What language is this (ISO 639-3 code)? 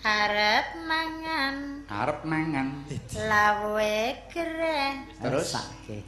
jav